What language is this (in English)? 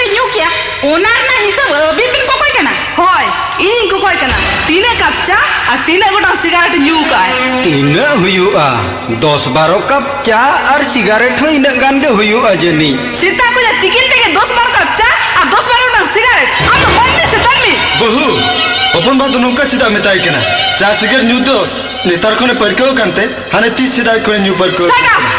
Santali